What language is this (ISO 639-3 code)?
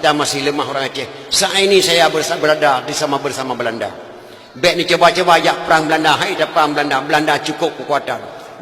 ace